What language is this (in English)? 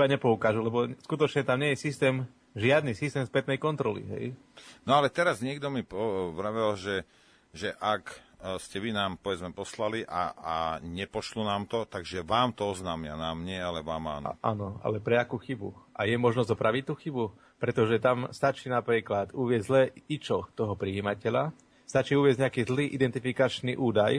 Slovak